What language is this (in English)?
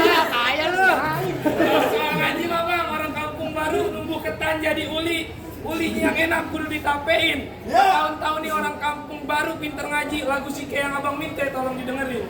Betawi